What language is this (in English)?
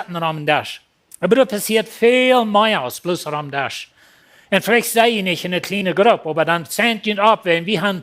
Plautdietsch